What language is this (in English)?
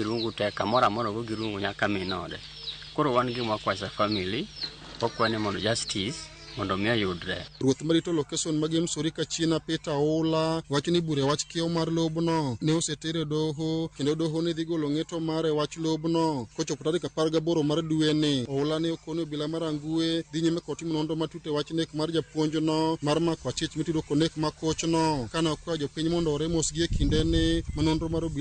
Luo (Kenya and Tanzania)